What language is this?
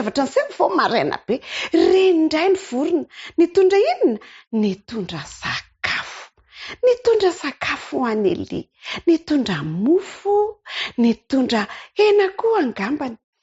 Malagasy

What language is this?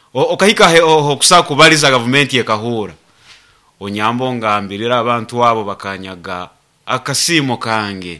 Nyoro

